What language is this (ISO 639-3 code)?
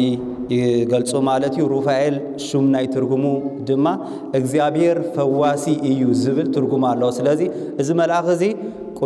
tir